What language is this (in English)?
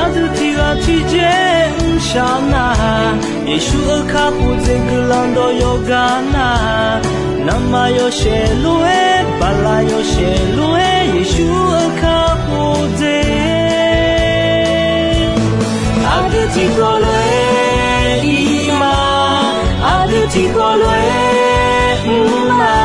Akha